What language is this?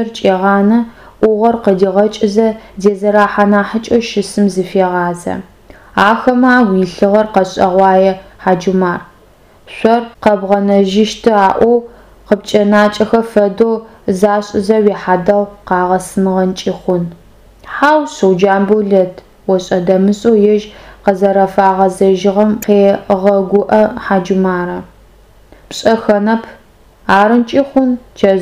Adyghe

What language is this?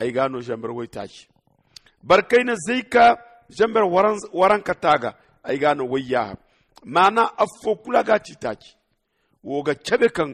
Zarma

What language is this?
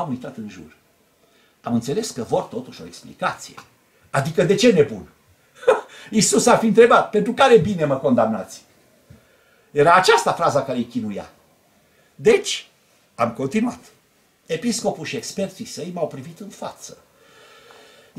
Romanian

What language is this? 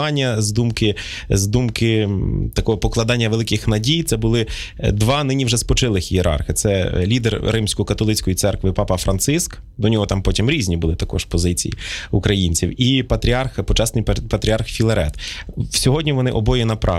Ukrainian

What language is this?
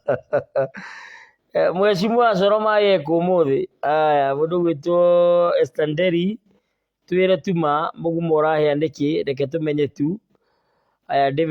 Kikuyu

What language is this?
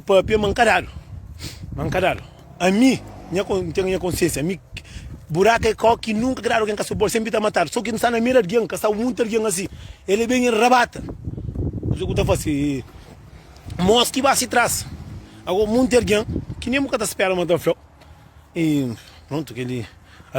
Kabuverdianu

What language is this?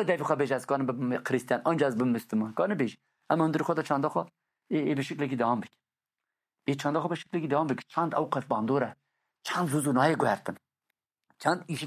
Kurdish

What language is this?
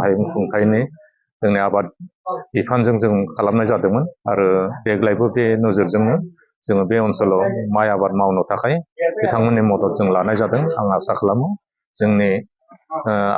Bodo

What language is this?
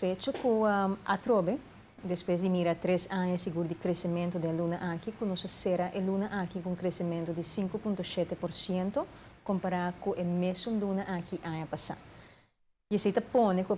Papiamento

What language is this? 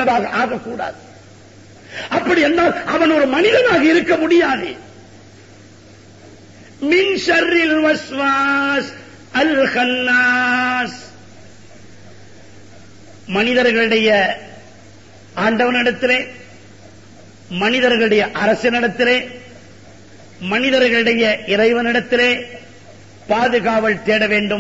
Tamil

